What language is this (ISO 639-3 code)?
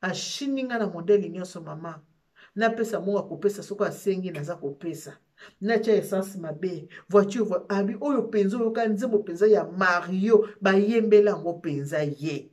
lin